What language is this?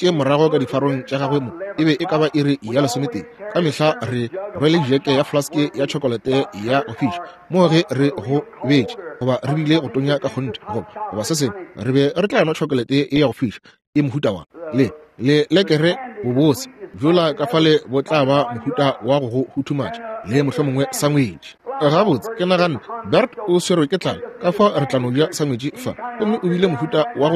Northern Sotho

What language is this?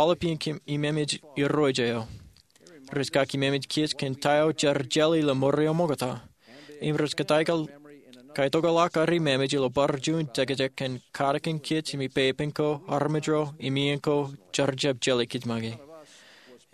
Marshallese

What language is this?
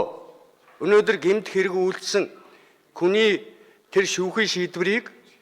Mongolian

